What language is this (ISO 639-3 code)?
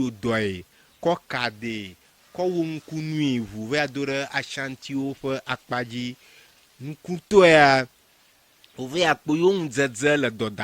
ewe